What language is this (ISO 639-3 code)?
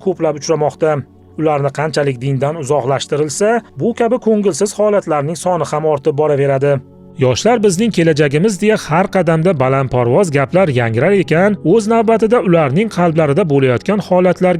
uzb